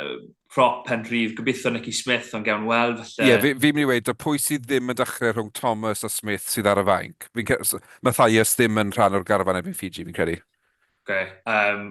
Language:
Welsh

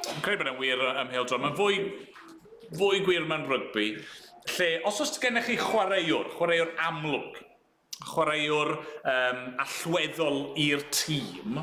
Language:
Welsh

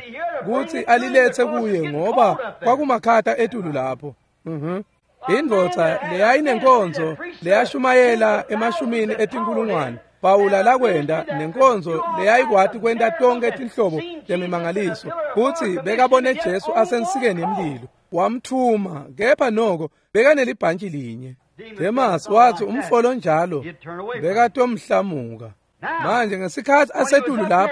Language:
Swati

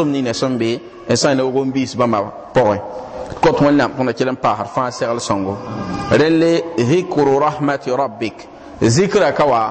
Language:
Mossi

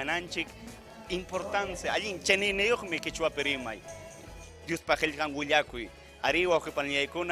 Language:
Ayacucho Quechua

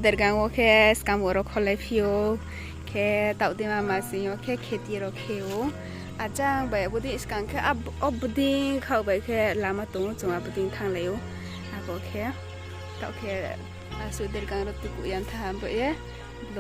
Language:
Riang (India)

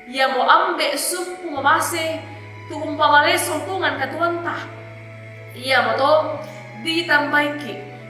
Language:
Toraja-Sa'dan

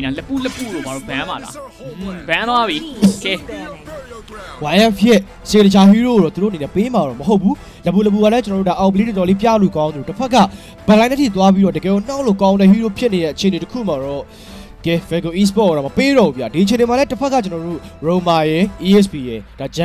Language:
Burmese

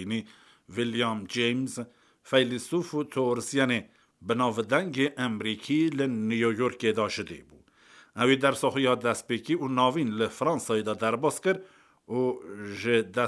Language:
Kurdish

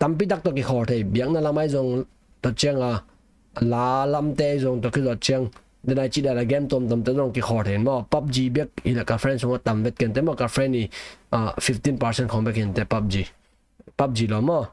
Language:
Tedim Chin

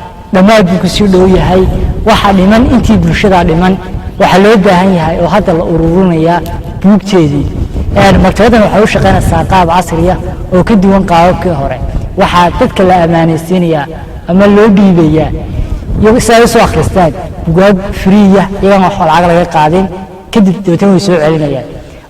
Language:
Somali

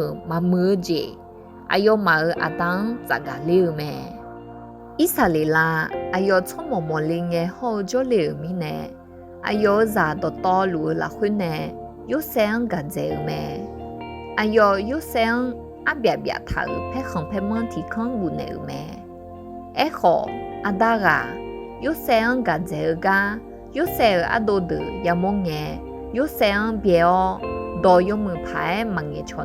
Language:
Akha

